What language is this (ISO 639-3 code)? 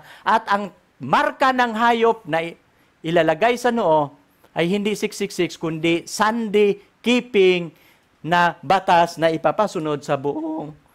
fil